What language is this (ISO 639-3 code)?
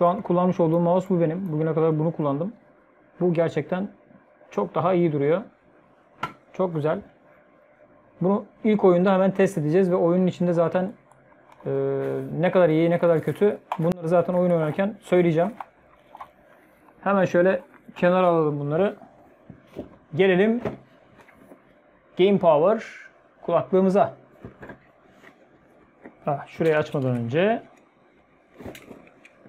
tur